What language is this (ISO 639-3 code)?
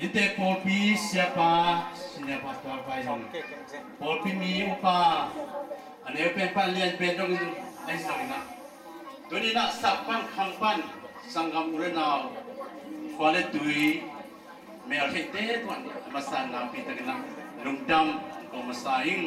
ctd